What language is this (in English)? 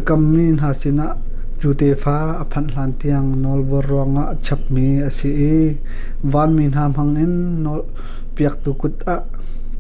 Hakha Chin